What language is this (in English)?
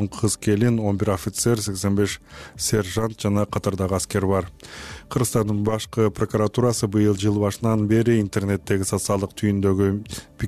Kyrgyz